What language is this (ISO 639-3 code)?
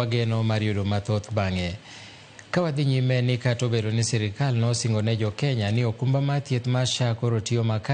luo